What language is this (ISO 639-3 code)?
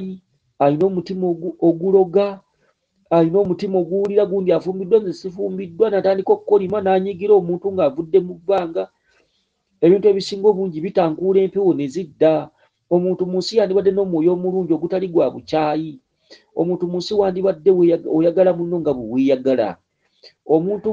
lug